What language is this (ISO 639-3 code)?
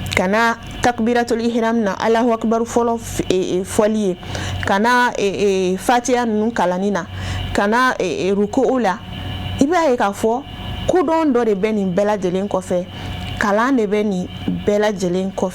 bam